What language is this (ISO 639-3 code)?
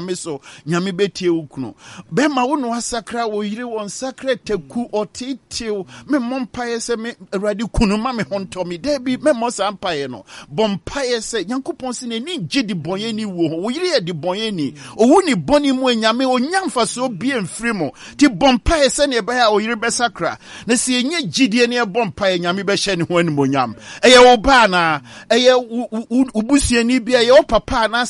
aka